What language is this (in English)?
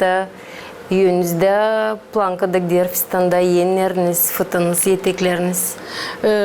Gagauz